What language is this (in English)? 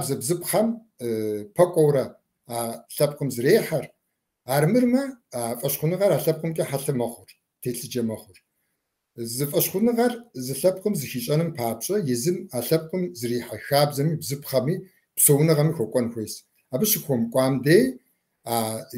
Kabardian